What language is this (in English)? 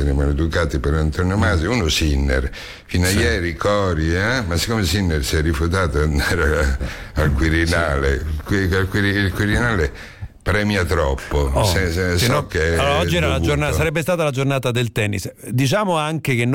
Italian